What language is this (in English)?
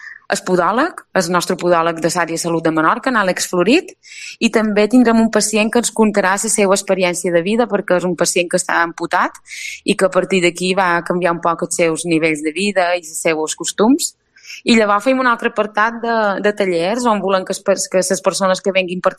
Catalan